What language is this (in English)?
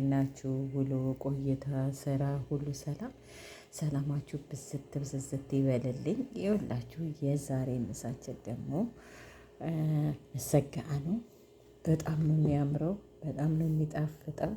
Amharic